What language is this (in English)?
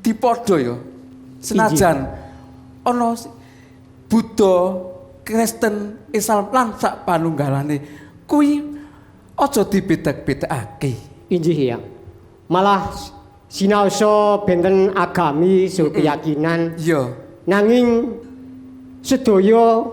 Javanese